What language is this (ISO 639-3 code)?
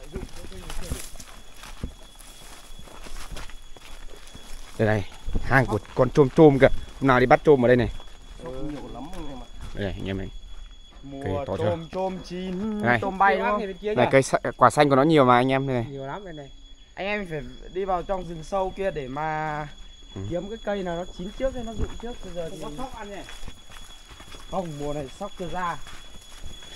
vie